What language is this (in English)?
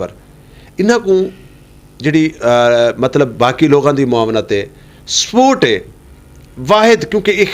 Saraiki